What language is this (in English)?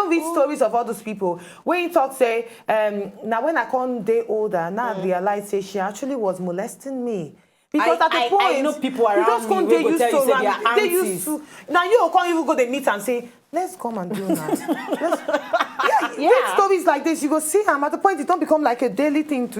Nigerian Pidgin